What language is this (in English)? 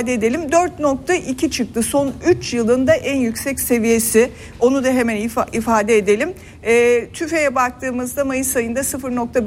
Turkish